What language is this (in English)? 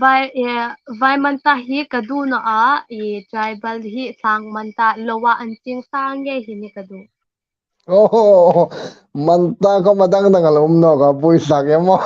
Hmar